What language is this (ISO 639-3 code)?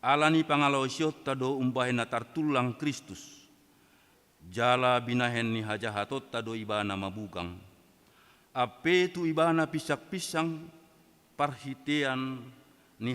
bbc